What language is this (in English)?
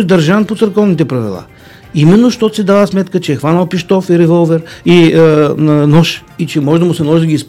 Bulgarian